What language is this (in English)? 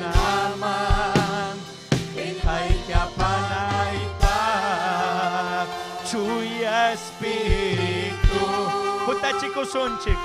Ayacucho Quechua